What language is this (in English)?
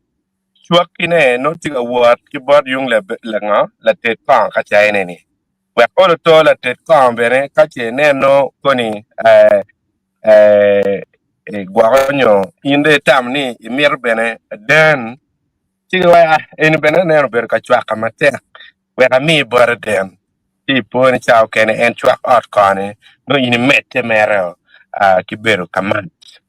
Acoli